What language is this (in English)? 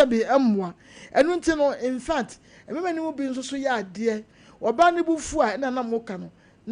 Akan